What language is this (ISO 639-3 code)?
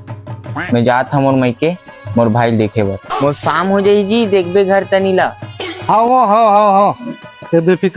hne